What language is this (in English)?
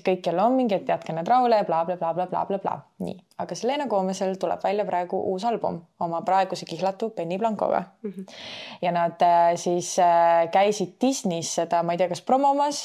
Estonian